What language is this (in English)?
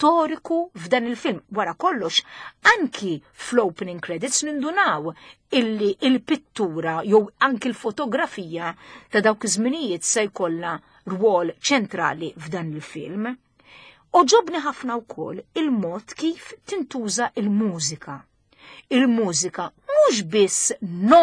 Maltese